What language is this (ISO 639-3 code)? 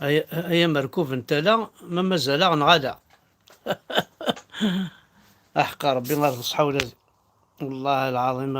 kab